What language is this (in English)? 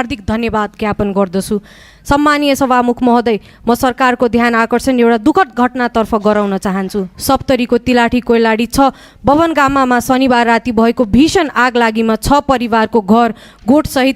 Nepali